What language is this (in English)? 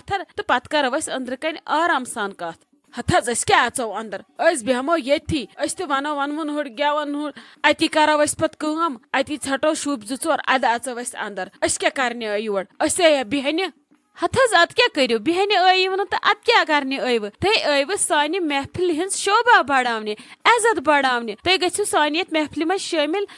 Kashmiri